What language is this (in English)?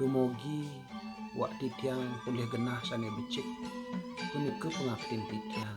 Balinese